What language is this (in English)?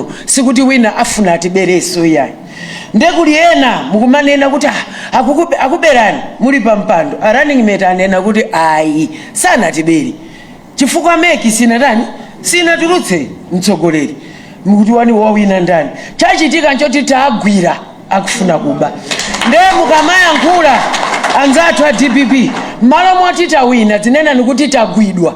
Nyanja